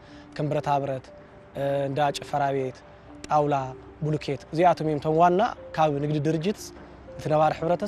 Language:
Tigrinya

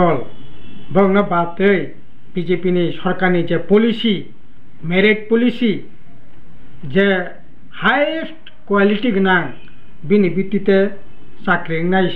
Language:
Kok Borok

